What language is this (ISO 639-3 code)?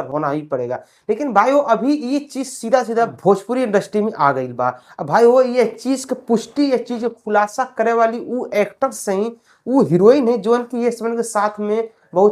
bho